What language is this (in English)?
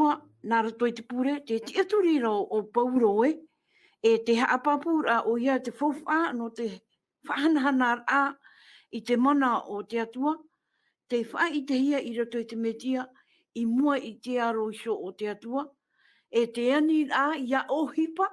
Tahitian